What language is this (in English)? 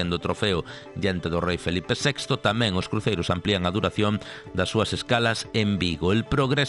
Galician